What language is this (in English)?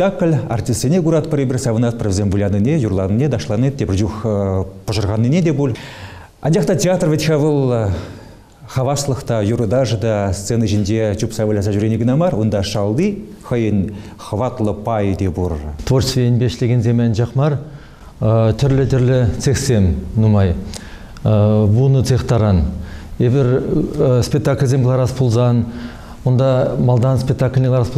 Chuvash